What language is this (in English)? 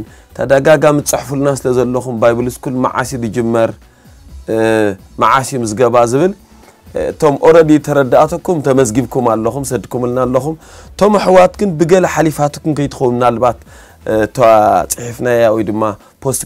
Tigrinya